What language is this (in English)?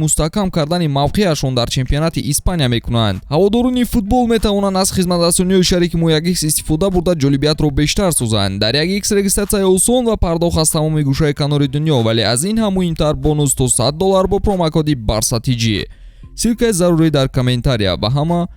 Tajik